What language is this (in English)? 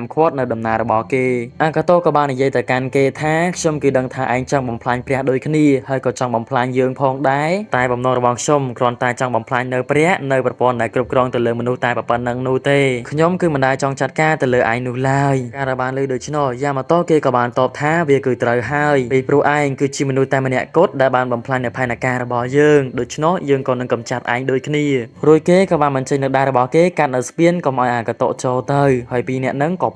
Khmer